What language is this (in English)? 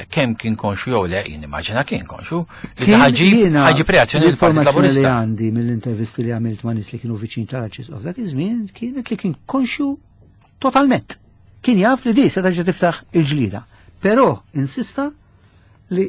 Maltese